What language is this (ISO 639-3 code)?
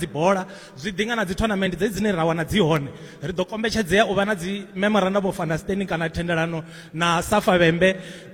ven